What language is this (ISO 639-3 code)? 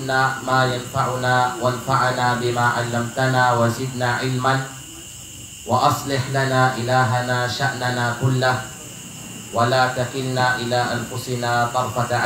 kqe